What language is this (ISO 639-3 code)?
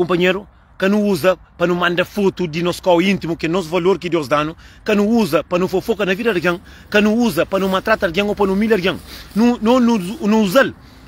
kea